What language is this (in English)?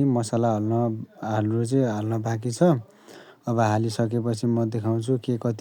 Nepali